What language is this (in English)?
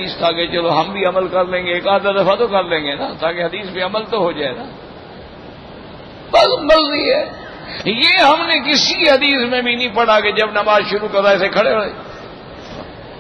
Urdu